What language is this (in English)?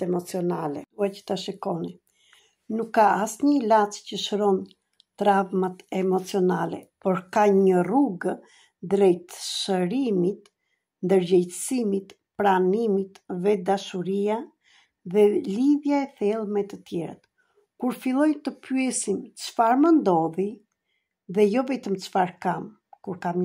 Albanian